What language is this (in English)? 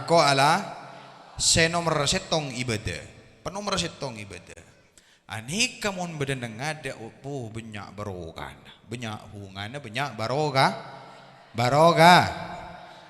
Madurese